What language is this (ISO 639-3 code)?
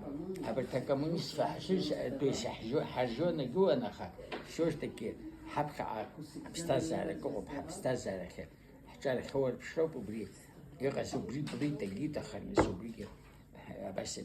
abk